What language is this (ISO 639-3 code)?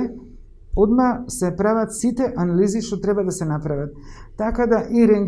mkd